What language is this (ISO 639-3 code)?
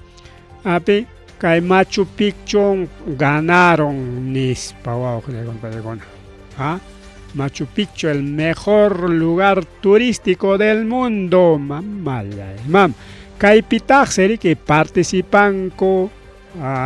quy